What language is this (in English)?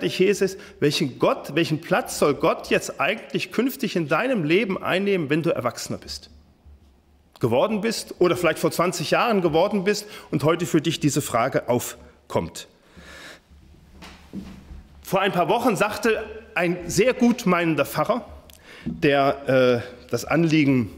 German